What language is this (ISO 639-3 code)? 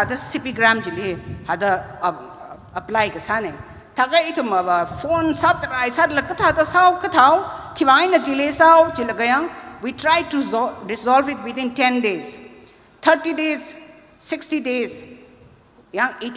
nmf